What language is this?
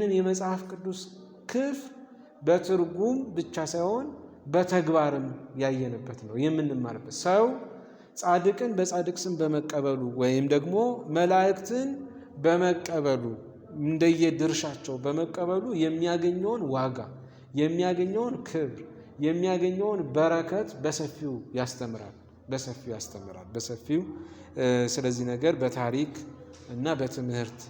Amharic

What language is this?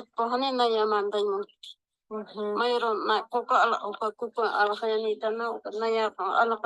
Aymara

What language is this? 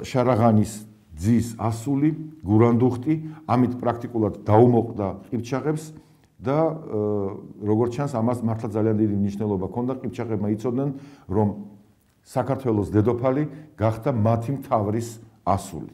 Georgian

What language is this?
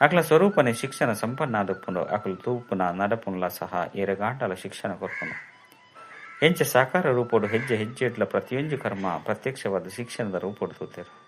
Tulu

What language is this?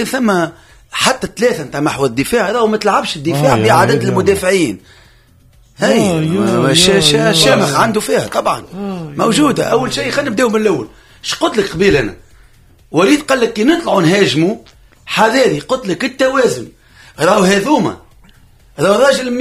Tunisian Arabic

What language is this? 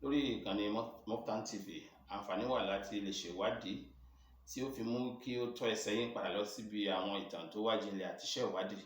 Yoruba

